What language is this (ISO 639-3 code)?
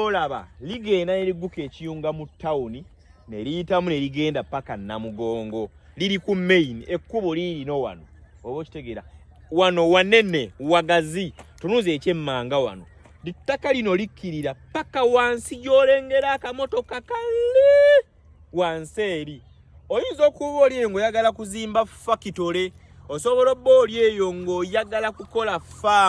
lug